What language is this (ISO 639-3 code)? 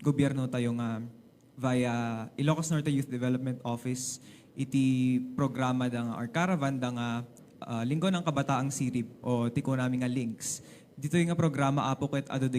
ilo